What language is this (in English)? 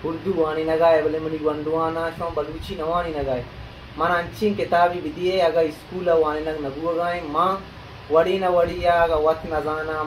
Baluchi